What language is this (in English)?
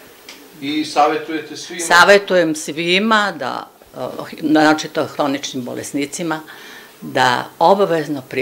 Serbian